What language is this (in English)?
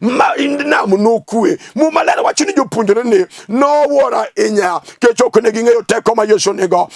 Luo (Kenya and Tanzania)